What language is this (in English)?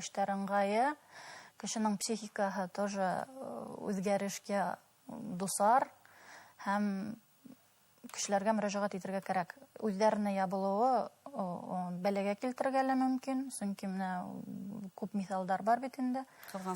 Bashkir